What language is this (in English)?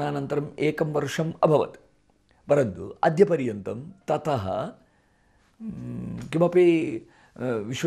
Sanskrit